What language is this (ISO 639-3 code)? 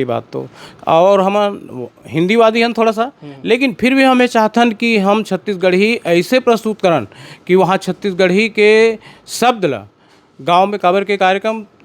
hne